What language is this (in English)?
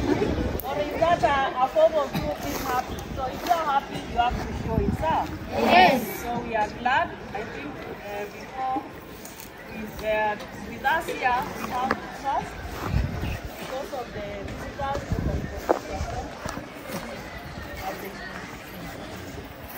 Swahili